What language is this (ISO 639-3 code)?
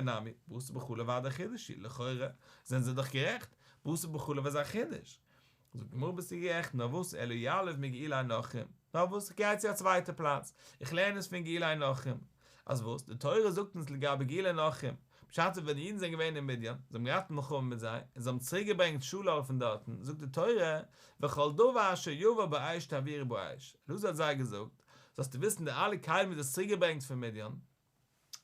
yid